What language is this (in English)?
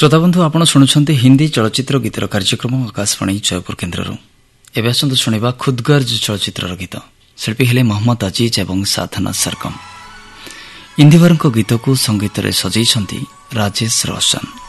Odia